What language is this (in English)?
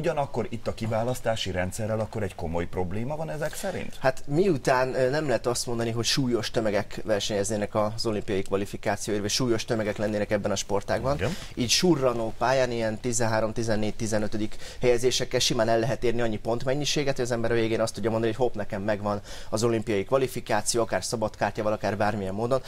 Hungarian